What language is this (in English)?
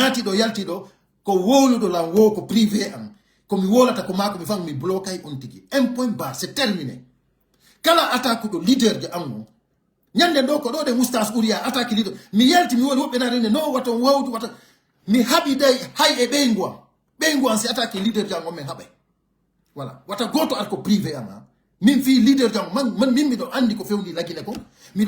Pular